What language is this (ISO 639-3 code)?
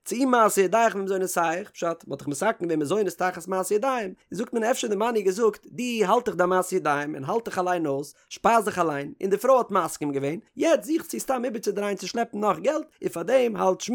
yid